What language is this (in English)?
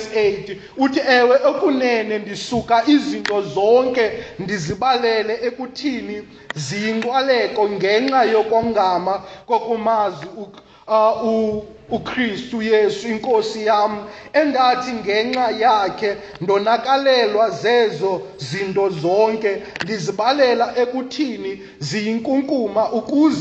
Xhosa